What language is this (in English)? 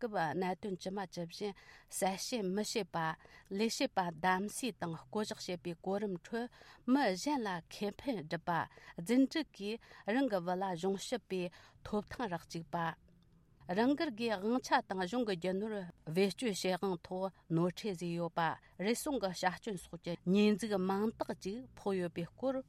Tibetan